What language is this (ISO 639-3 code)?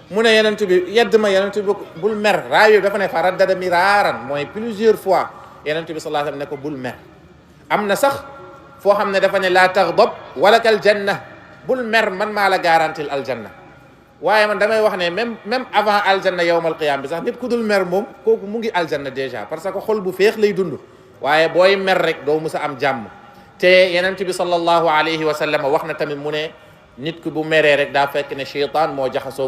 wol